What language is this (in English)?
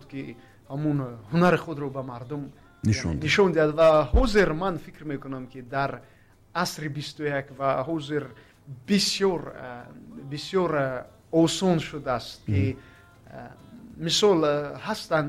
Tajik